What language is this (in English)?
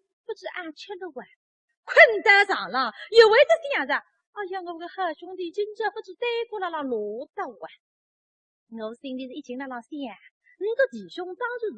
Wu Chinese